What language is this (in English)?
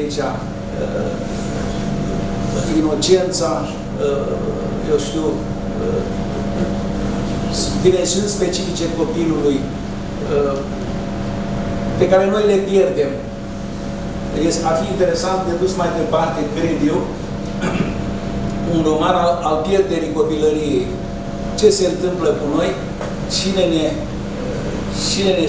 Romanian